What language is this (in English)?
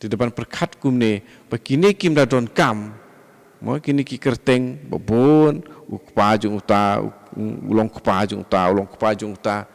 Khasi